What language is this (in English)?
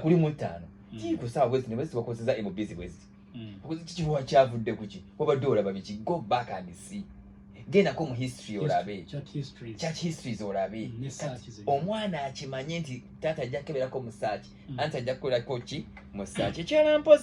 Ganda